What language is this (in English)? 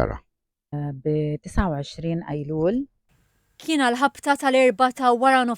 Maltese